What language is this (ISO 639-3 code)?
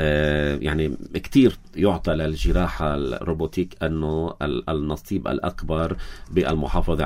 apc